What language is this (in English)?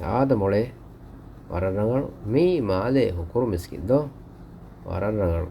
Divehi